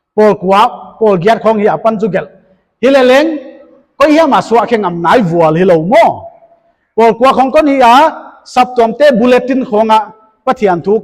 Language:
Paite Chin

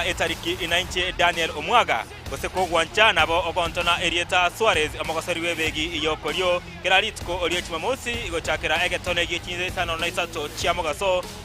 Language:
Gusii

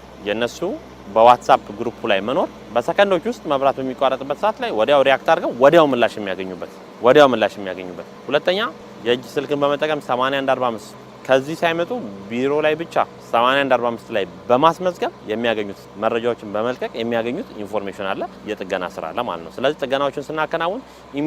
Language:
Amharic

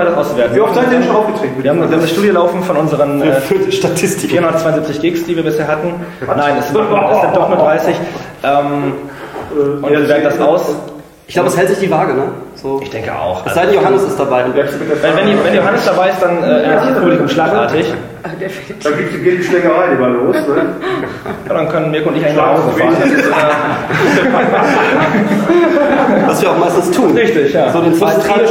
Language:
German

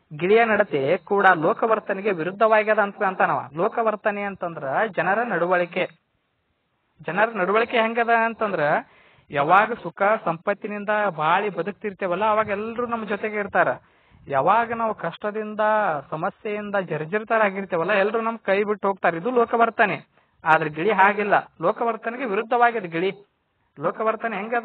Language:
Kannada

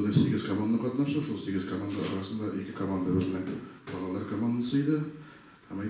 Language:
Tatar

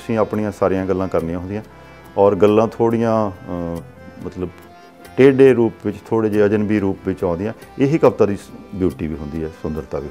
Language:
Punjabi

